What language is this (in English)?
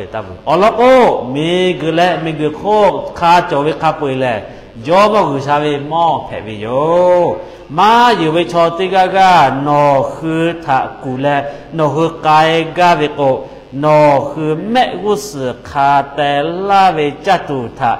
Lahu